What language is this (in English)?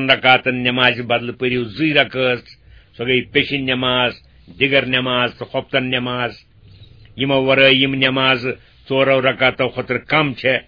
Kashmiri